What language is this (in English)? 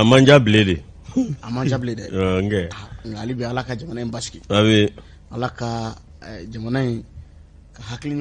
Bambara